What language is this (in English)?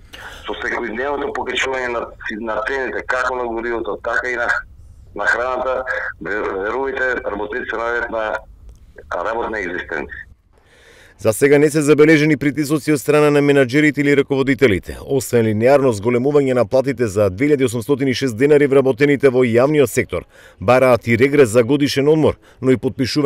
Macedonian